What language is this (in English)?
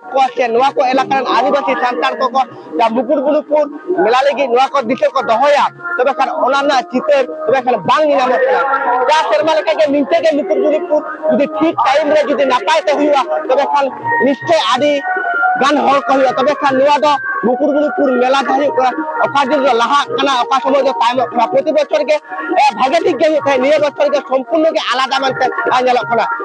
Santali